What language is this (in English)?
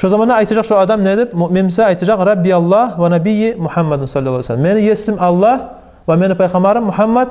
Kumyk